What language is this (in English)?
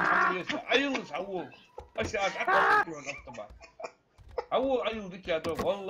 Ingush